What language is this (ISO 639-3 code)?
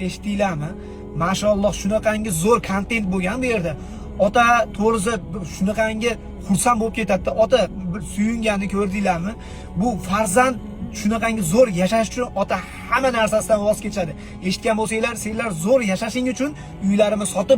uzb